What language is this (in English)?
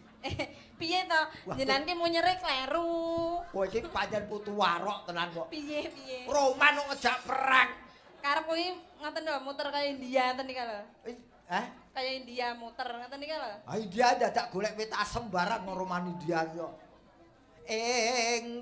Javanese